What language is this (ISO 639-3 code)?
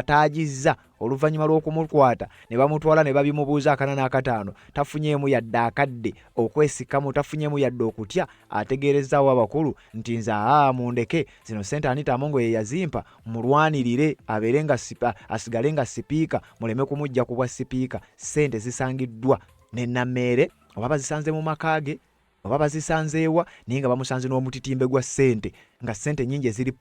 lug